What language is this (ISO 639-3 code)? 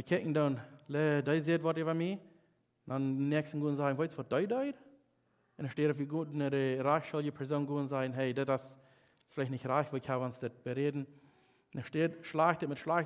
pdt